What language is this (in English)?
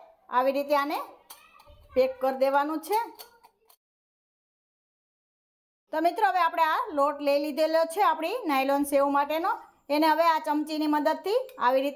Gujarati